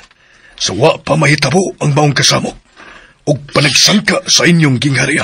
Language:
Cebuano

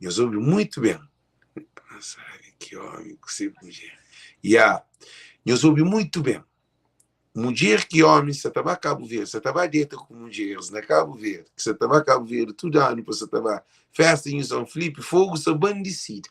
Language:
Kabuverdianu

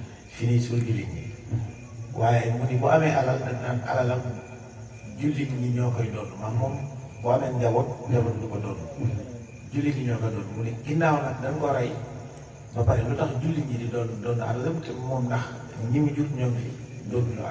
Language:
Wolof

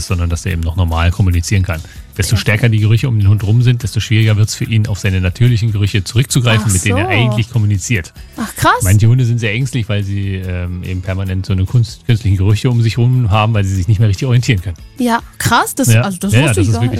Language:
German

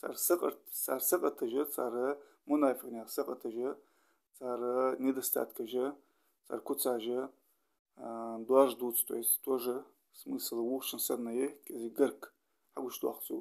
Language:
Ingush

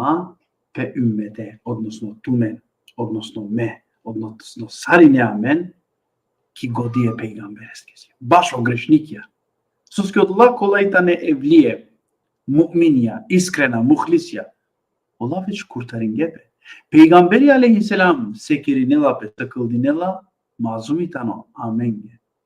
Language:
Balkan Romani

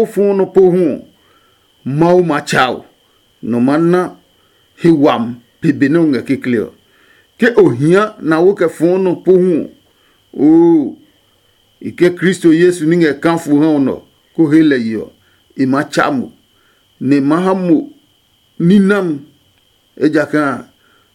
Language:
Adangme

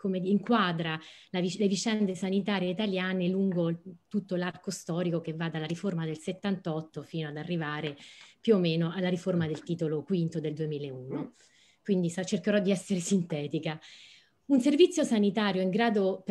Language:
Italian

